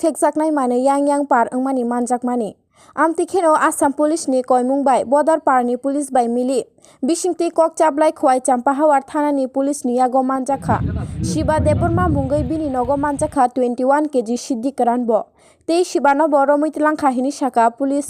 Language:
Kok Borok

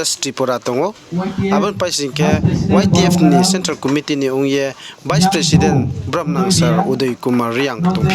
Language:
Riang (India)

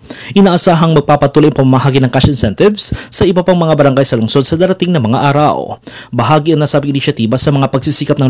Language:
Filipino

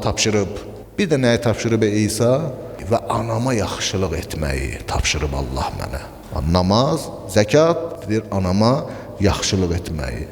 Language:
Azerbaijani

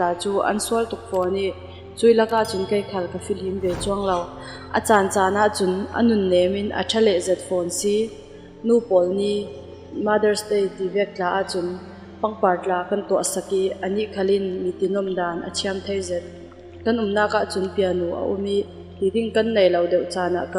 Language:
Falam Chin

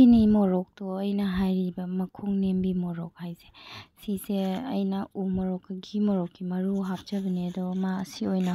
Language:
Manipuri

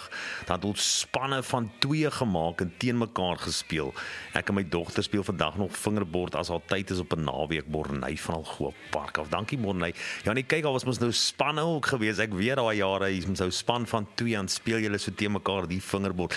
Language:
Afrikaans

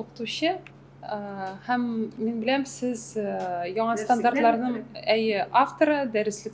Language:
Tatar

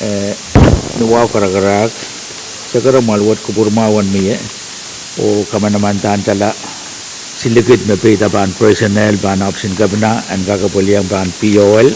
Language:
Pohnpeian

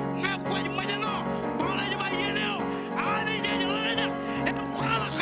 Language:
Marshallese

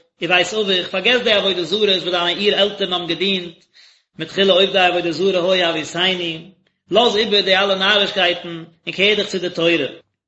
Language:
Yiddish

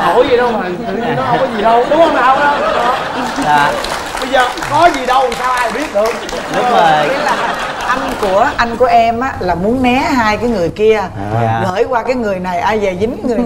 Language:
Vietnamese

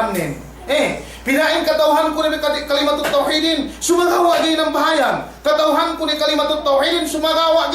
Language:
Yakan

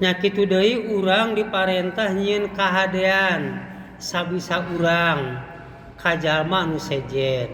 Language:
Sundanese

